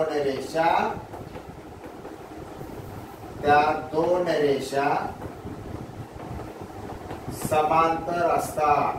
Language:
Marathi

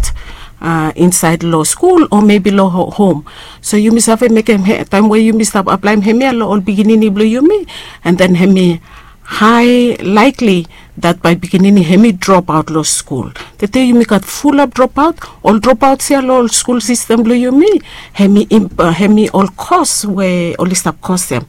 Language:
Bislama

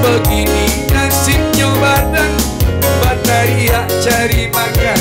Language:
Minangkabau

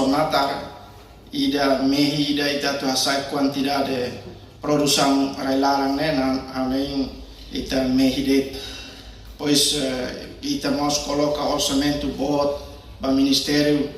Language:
Tetum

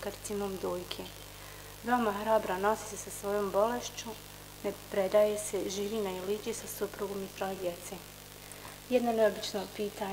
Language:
Bosnian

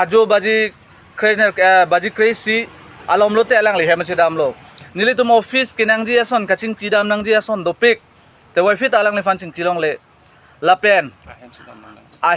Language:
Karbi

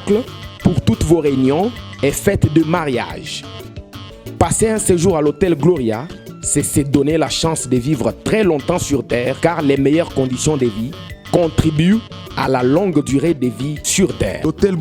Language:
Luba-Lulua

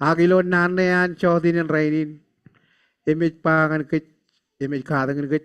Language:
Marshallese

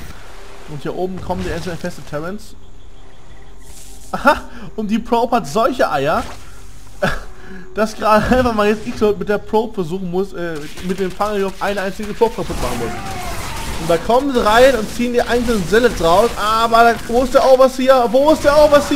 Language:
German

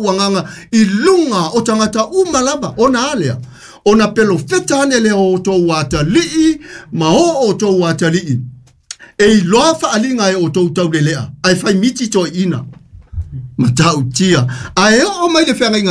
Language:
Samoan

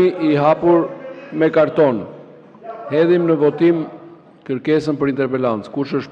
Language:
Albanian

